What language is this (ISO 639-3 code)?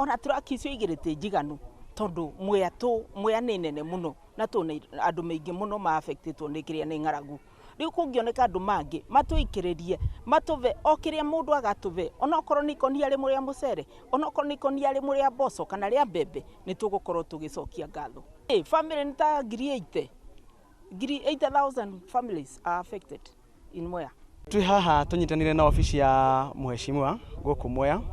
kik